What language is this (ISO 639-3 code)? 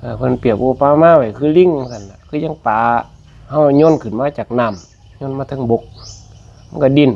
tts